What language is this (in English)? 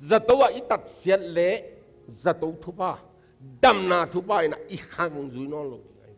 Tedim Chin